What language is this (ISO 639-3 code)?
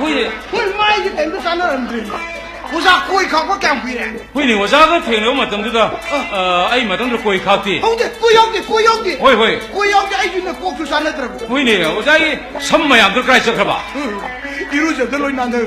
mni